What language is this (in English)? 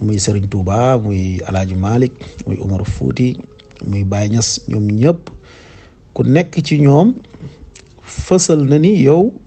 Wolof